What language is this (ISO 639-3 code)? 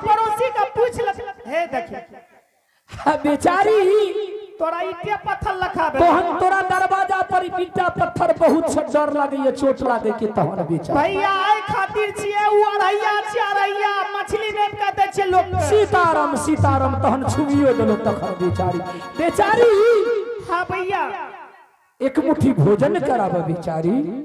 anp